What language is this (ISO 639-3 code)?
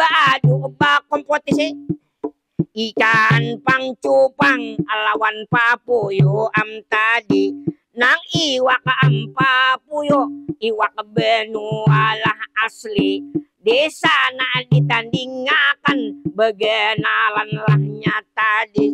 bjn